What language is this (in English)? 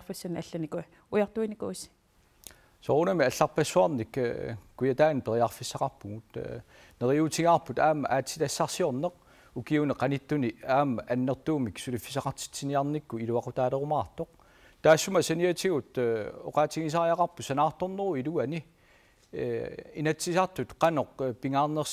Kalaallisut